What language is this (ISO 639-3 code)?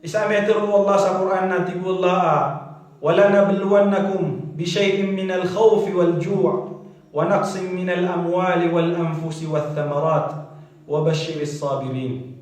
mrw